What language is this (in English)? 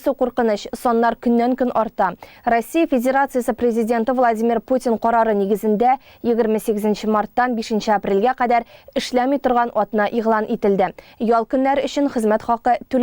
Tatar